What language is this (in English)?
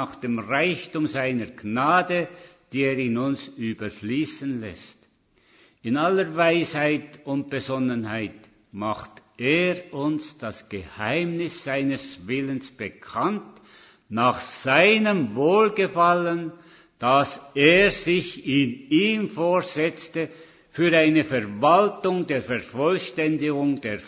German